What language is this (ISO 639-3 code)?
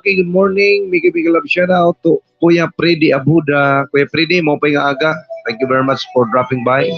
war